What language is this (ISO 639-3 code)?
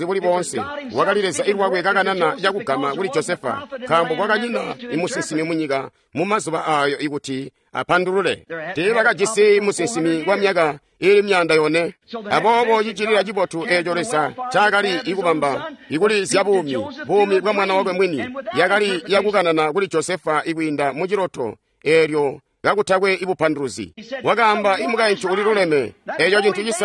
toi